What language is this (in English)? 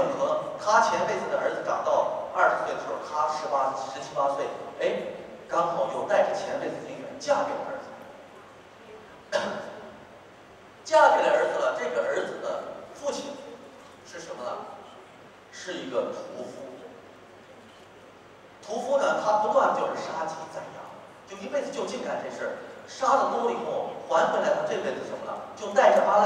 Chinese